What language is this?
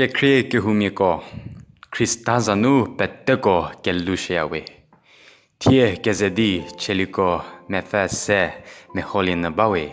Angami Naga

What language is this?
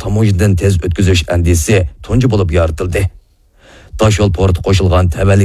Uyghur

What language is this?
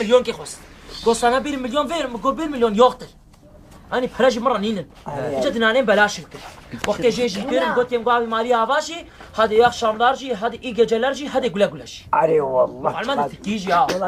Kurdish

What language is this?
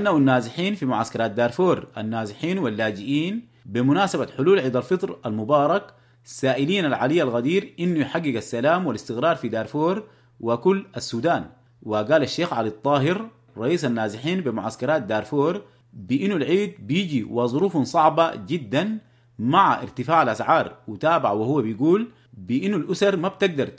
Sudanese Arabic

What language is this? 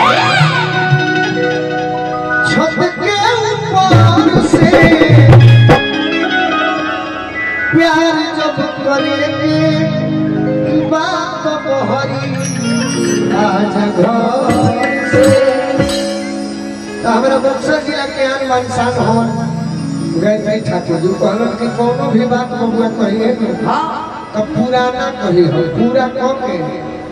Bhojpuri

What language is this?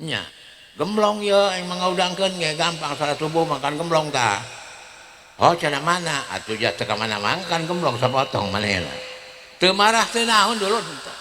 Sundanese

